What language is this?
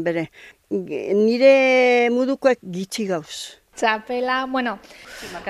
Basque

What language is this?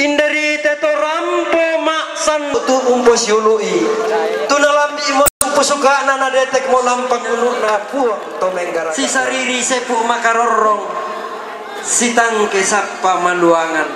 Toraja-Sa'dan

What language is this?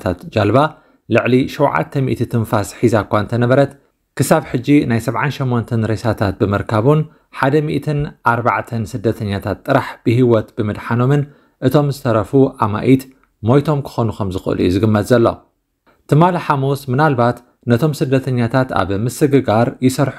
Tigrinya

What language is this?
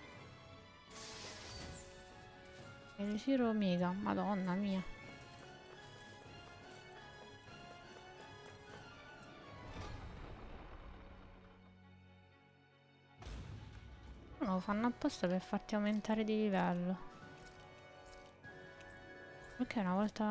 Italian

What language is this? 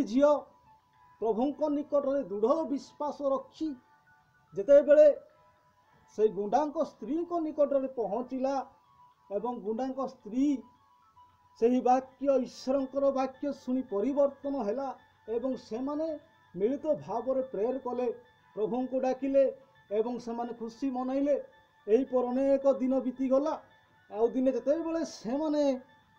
Odia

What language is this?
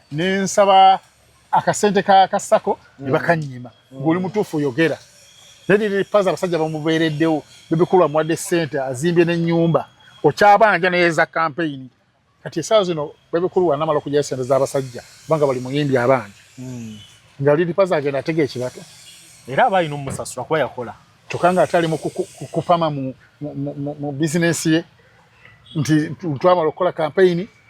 Ganda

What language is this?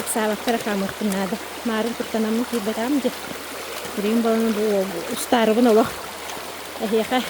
Yakut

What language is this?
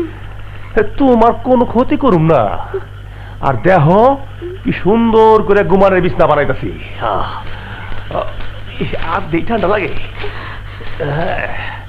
Bangla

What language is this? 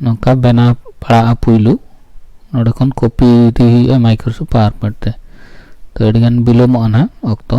Santali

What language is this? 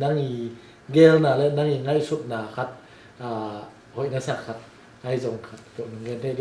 Tedim Chin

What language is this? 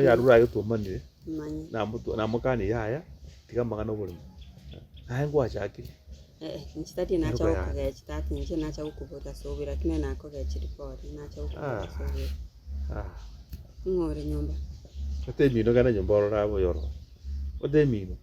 Gusii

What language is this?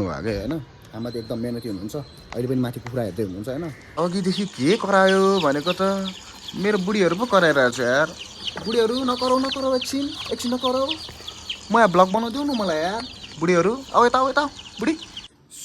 Nepali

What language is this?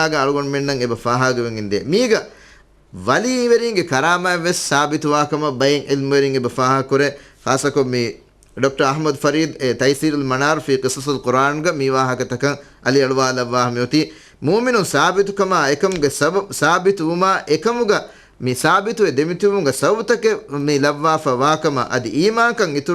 Divehi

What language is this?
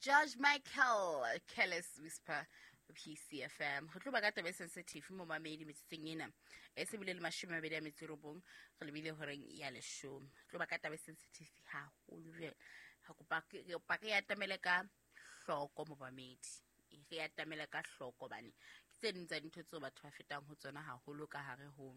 Southern Sotho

